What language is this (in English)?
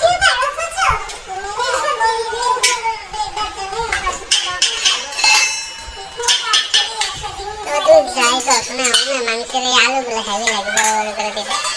Bangla